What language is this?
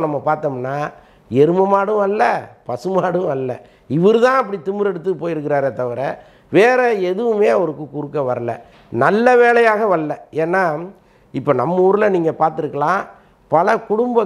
Tamil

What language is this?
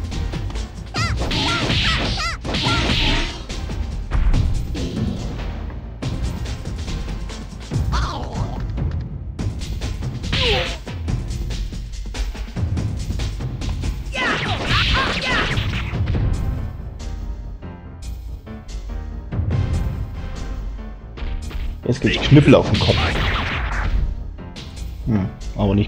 German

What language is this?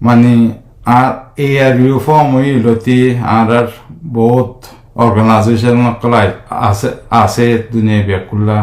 Rohingya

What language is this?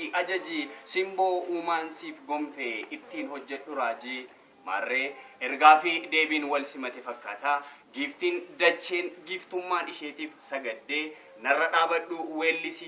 Oromo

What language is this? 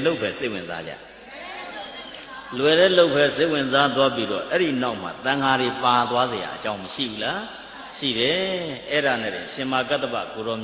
Burmese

